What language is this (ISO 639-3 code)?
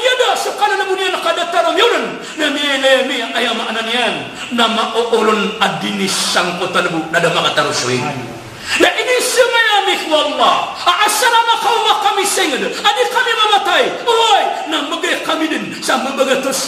mrw